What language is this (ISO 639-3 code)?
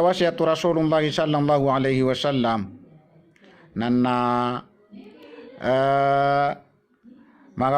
mrw